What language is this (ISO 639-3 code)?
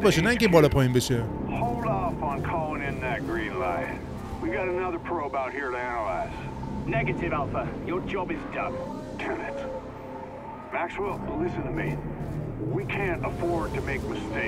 fas